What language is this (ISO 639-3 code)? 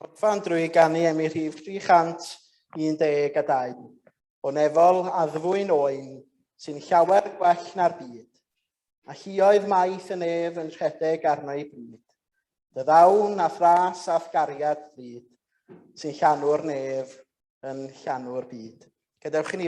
cym